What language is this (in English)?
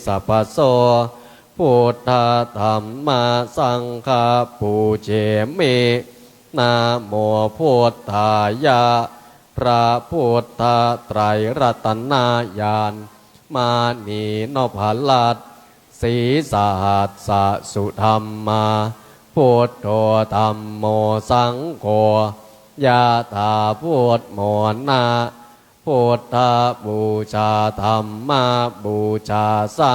Pali